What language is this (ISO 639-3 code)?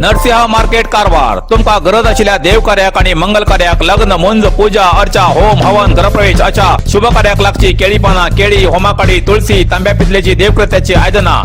kok